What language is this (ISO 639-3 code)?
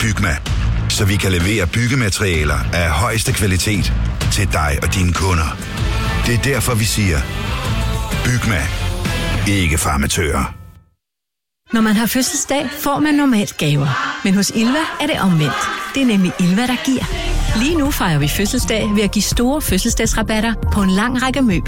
dan